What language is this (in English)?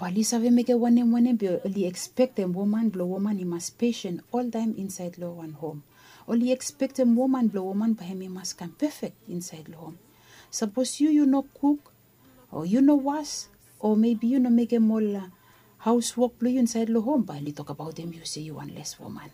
Bislama